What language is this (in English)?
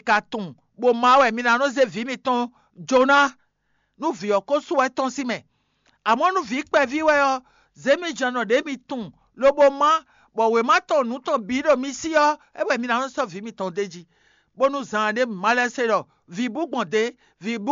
Fon